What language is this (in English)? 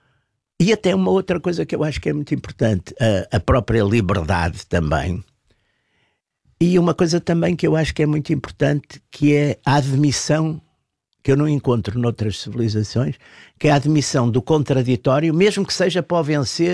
Portuguese